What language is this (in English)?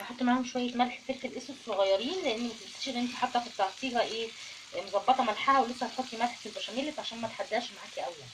Egyptian Arabic